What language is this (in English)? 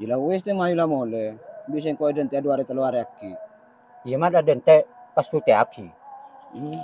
Madurese